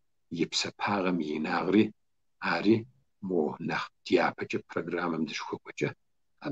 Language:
Kabardian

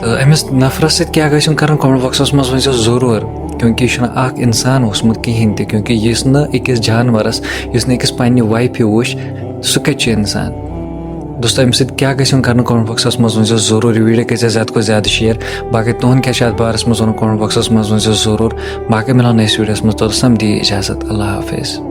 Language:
Kashmiri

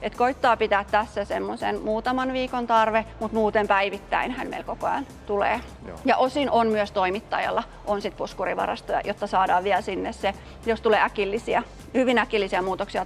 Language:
Finnish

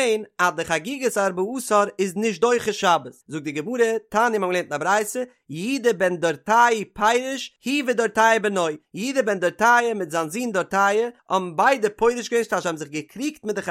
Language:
Yiddish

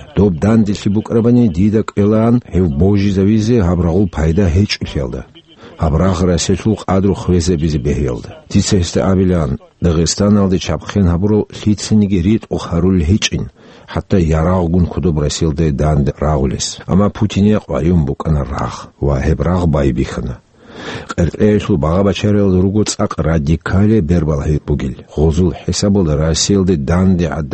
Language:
Avaric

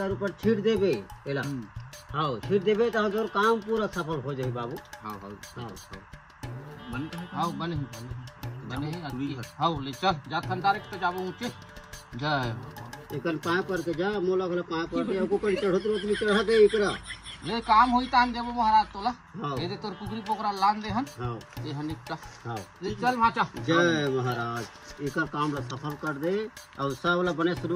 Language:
Chhattisgarhi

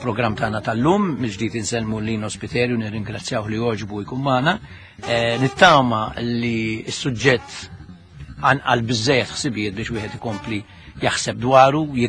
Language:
Maltese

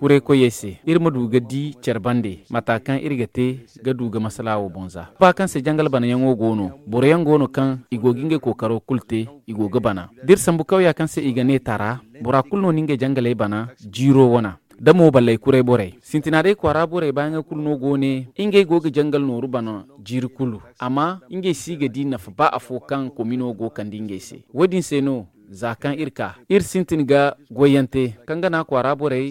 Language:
Zarma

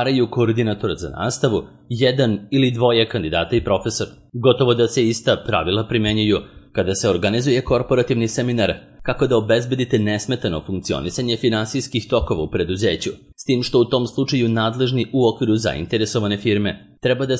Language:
Serbian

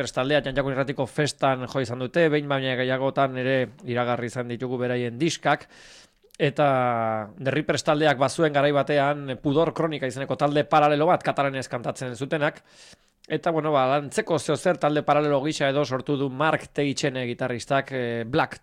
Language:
Basque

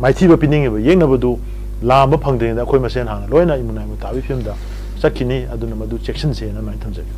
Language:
Manipuri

